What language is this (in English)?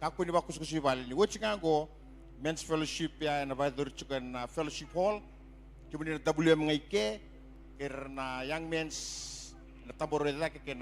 Fijian